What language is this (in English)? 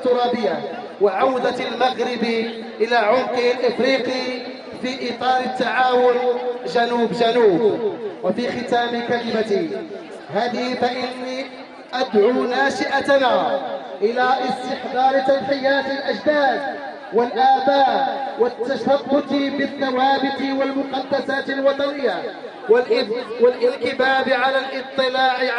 Arabic